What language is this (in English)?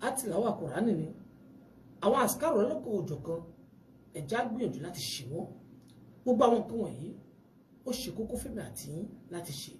Yoruba